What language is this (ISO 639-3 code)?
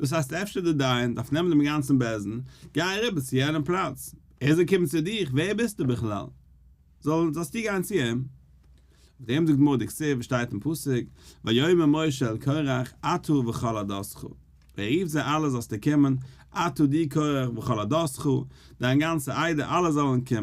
yid